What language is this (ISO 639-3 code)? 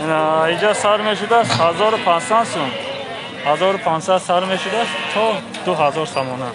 tgk